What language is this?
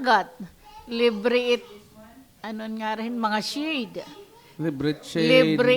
Waray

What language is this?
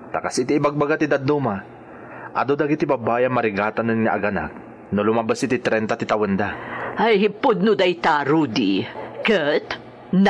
Iloko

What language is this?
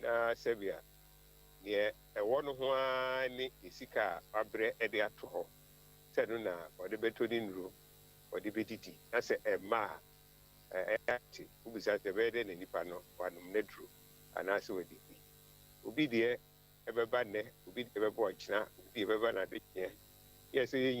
Akan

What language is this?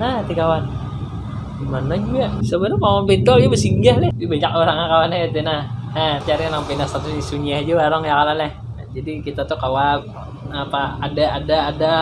Banjar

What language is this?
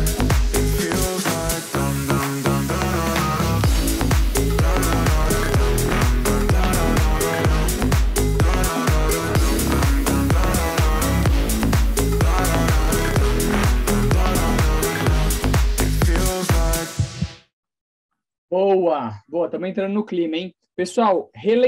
Portuguese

